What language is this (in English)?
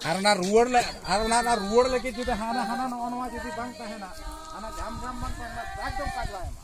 Santali